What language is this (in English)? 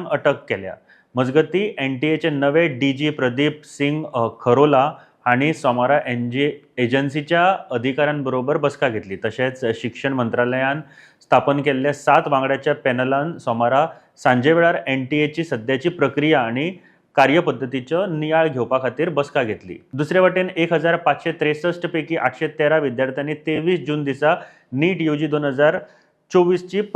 Konkani